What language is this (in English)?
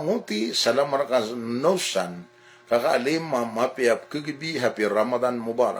Maranao